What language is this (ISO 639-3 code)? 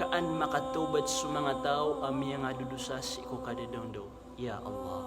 mrw